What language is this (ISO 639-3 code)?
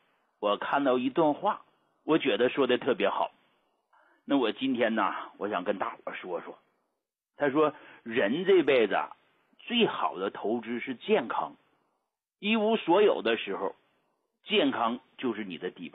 zho